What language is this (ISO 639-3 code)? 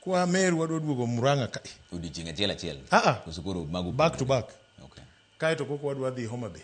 luo